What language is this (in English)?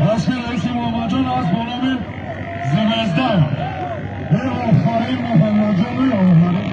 Tajik